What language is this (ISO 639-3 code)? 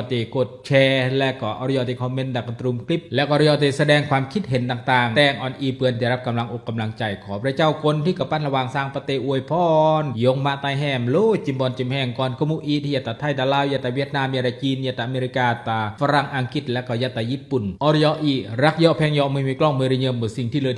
kjg